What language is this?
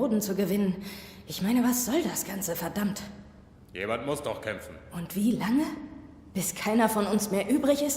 Swiss German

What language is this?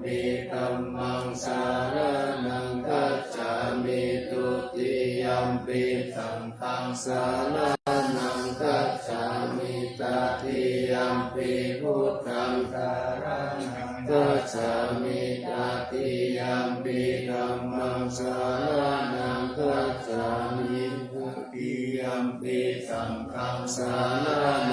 Pali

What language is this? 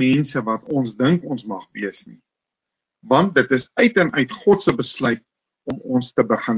Afrikaans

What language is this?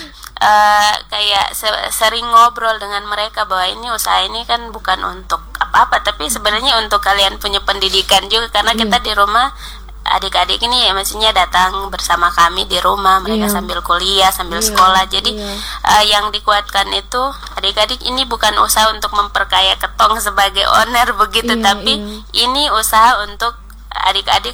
Indonesian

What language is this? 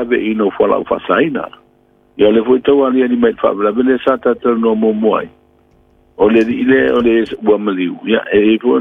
Samoan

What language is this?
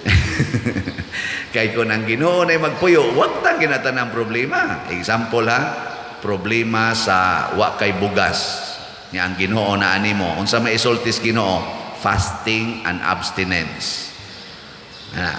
Cebuano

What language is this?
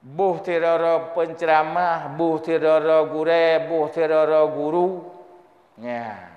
Achinese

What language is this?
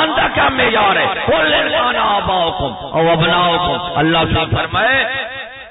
Saraiki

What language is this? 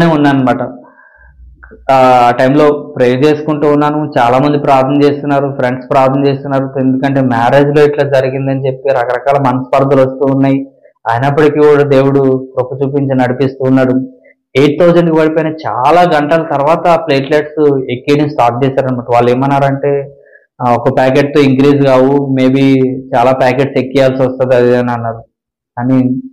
Telugu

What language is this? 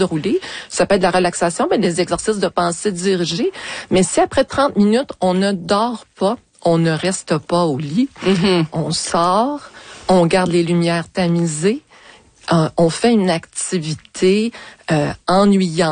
French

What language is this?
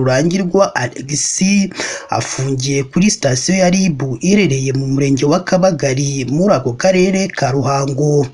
Kinyarwanda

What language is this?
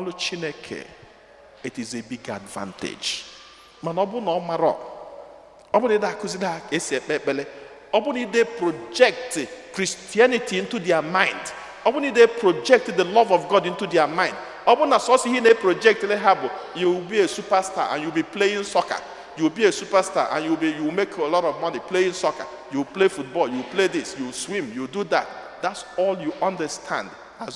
Igbo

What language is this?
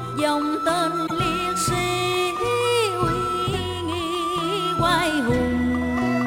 Vietnamese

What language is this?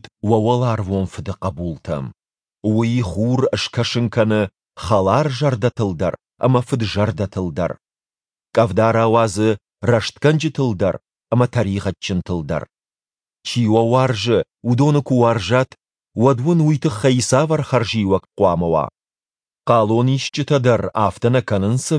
Ossetic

